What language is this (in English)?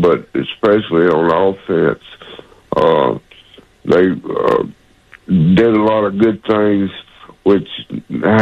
English